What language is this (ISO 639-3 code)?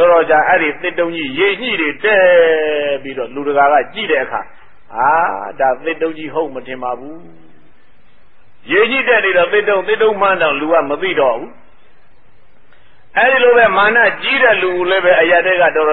mya